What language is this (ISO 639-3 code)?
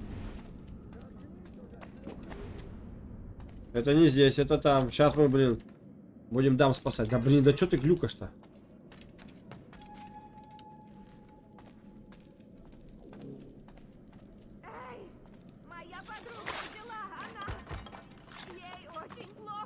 rus